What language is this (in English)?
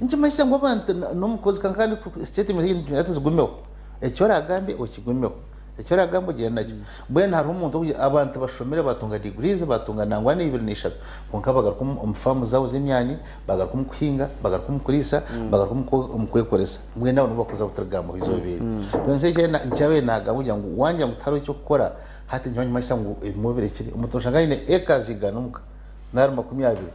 Nyankole